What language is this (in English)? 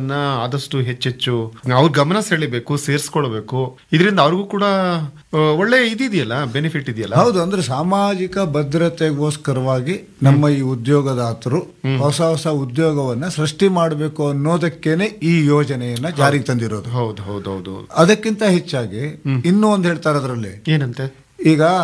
Kannada